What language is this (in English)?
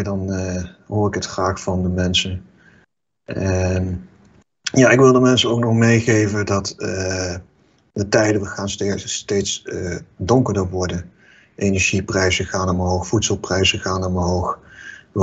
Dutch